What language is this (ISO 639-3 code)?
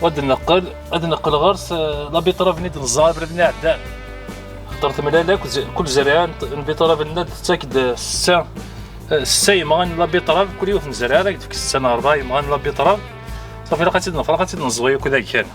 kab